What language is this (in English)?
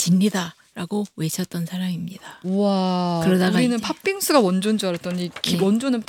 Korean